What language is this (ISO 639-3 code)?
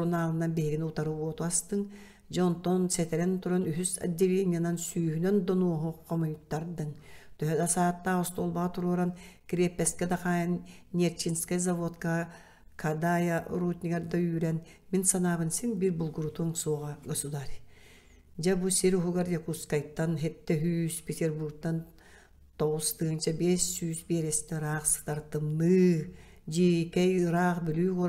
sah